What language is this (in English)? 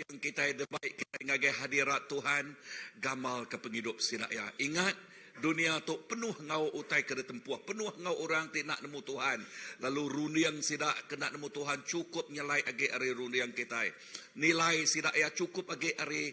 Iban